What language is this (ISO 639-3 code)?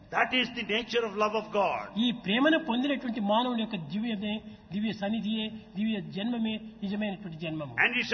tel